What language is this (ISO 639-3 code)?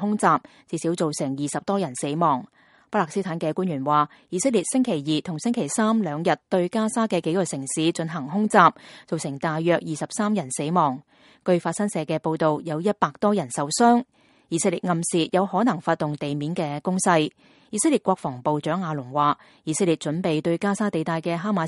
yue